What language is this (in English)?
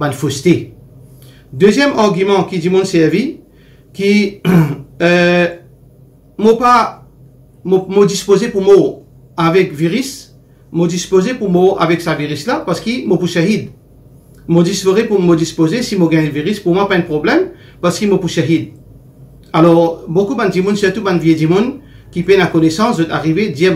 Morisyen